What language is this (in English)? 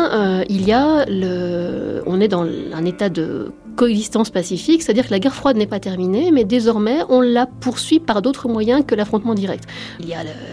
French